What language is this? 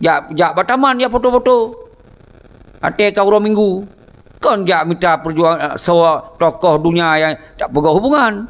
Achinese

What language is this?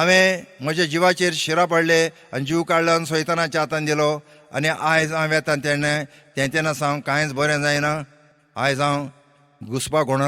Konkani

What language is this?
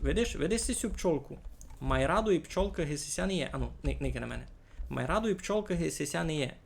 Rusyn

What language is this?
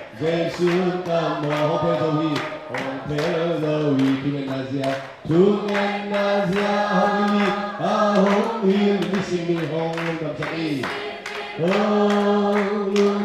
Tedim Chin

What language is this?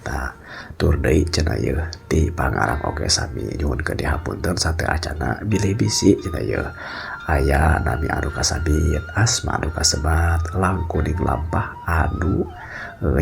Sundanese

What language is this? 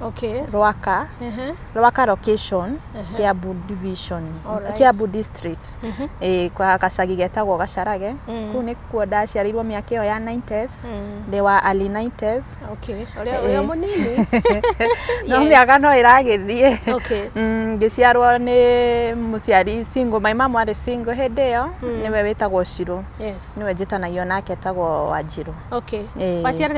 Kikuyu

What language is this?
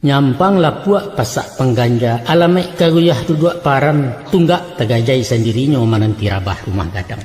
Minangkabau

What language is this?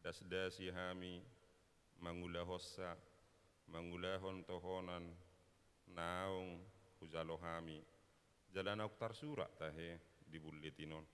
Batak Toba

